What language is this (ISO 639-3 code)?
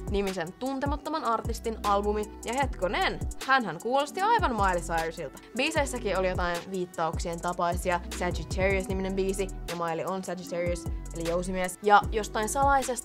fin